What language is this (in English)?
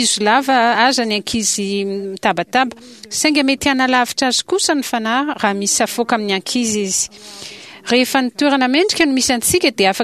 Malagasy